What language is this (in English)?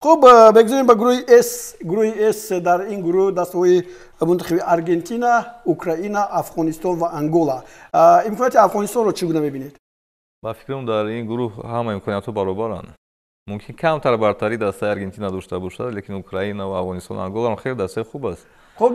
Tajik